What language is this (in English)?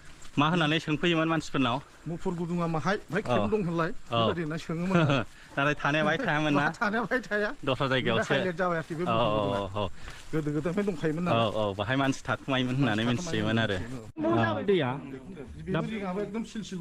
Bodo